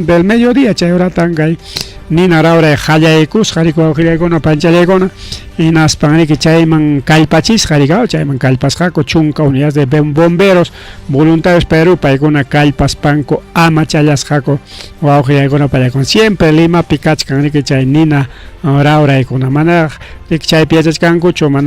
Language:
Ayacucho Quechua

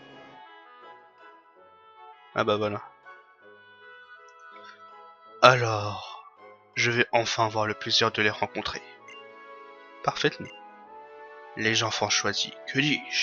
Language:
French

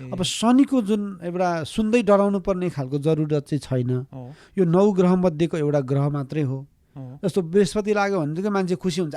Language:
Nepali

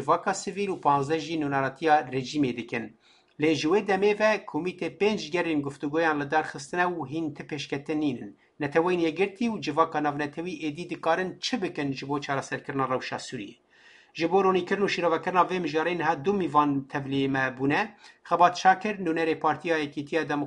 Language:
Kurdish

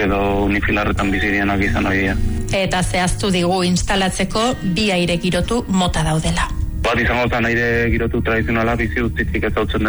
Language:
Basque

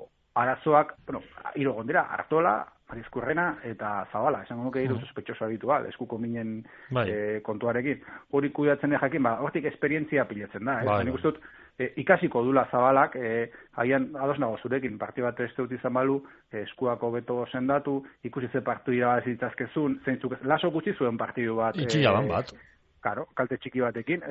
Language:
Basque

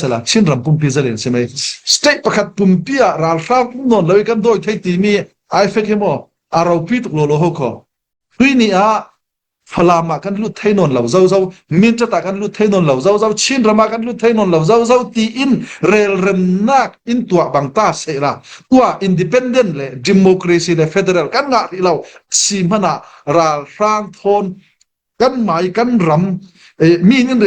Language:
Falam Chin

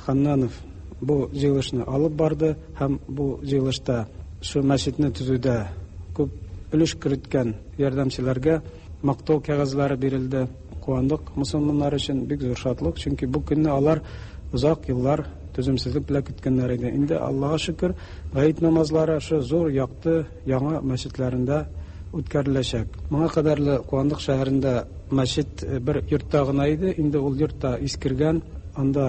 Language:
Tatar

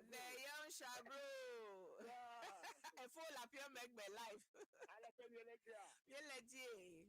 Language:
Ewe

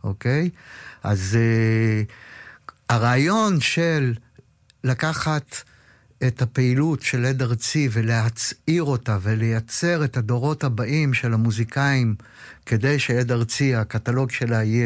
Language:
Hebrew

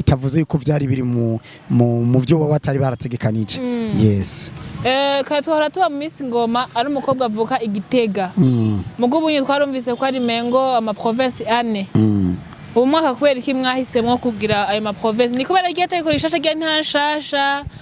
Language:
Rundi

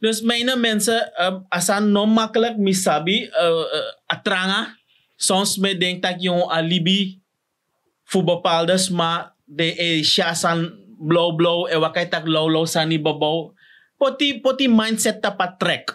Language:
Sranan Tongo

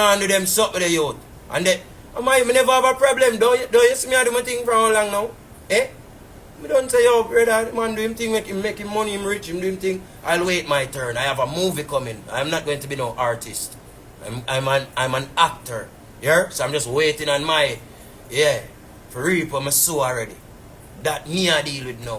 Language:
Jamaican Creole English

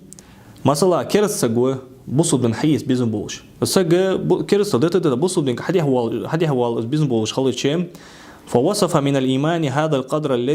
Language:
Ingush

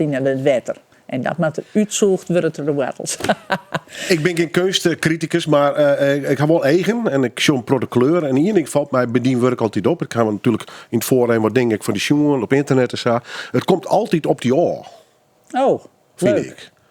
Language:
Western Frisian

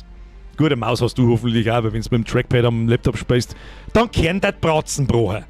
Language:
Bavarian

